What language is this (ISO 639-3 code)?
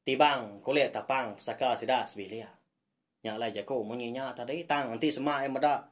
iba